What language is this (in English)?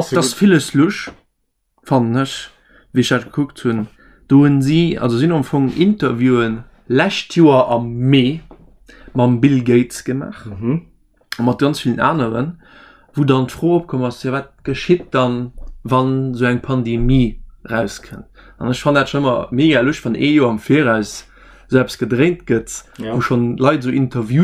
Luxembourgish